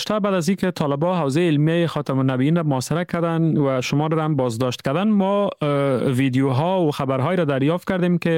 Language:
Persian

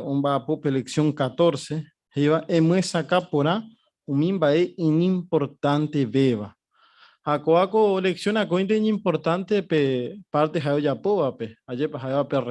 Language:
Guarani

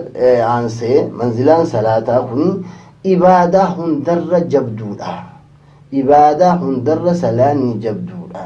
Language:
Oromo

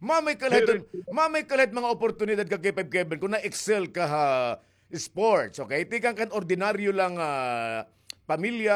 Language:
Waray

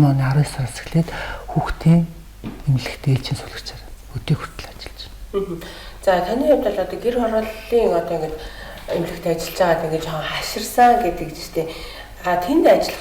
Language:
Mongolian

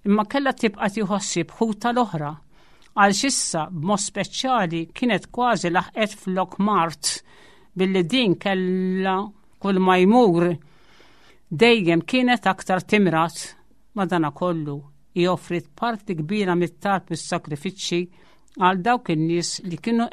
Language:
Maltese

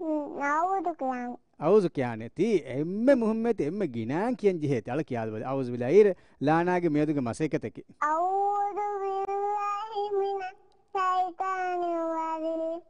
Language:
Divehi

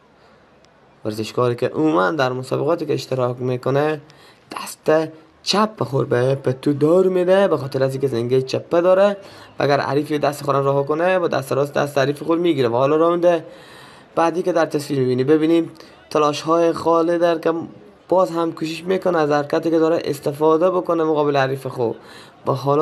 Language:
Persian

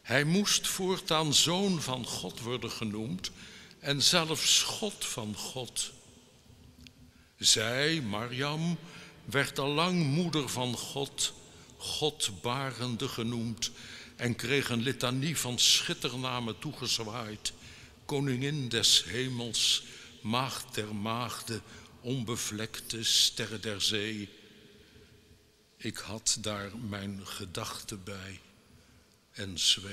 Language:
Dutch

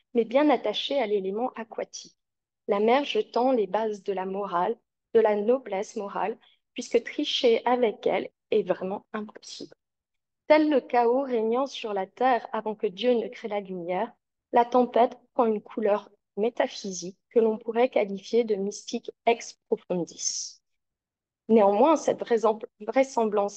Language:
French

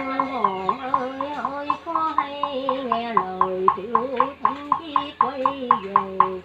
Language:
Vietnamese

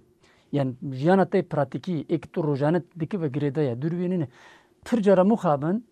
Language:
Kurdish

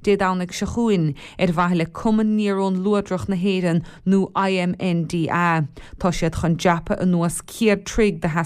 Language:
Irish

